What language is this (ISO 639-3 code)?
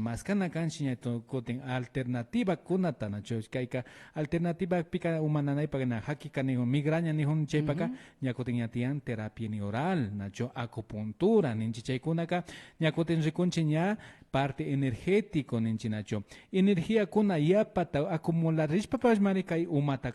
qvi